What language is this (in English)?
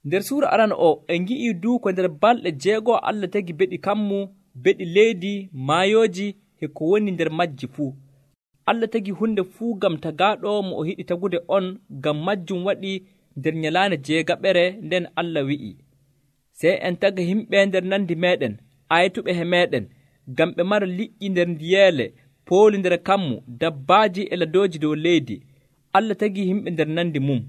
Nigerian Fulfulde